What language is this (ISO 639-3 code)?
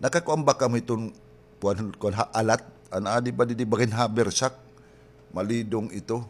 war